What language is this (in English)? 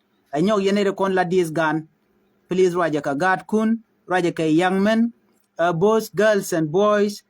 Nuer